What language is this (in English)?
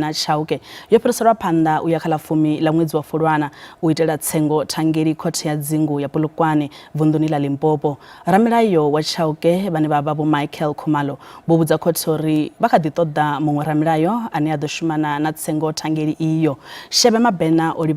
Venda